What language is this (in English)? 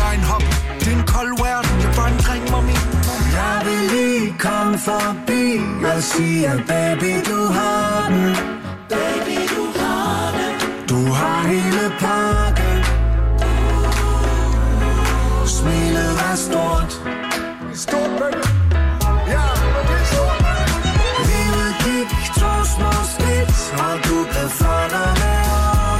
Danish